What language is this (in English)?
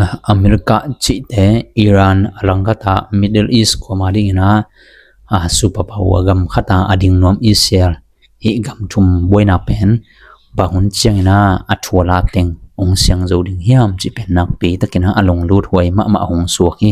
Tedim Chin